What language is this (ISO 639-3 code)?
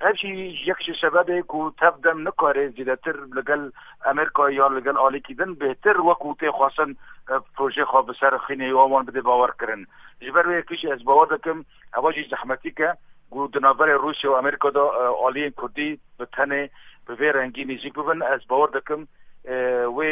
kur